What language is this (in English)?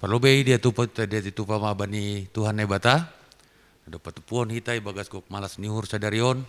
Batak Simalungun